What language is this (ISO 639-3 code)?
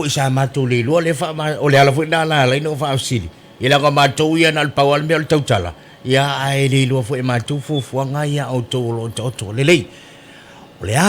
smo